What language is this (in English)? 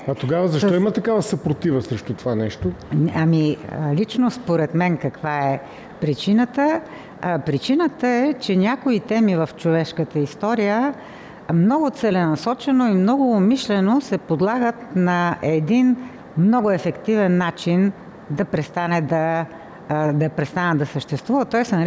Bulgarian